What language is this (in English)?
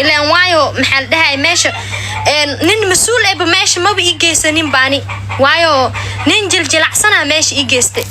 Somali